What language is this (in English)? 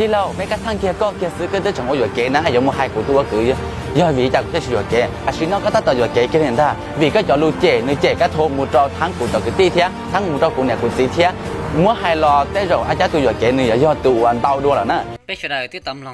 Hmong